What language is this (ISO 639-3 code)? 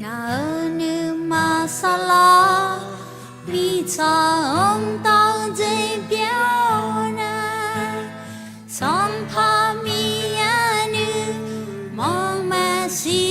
ahk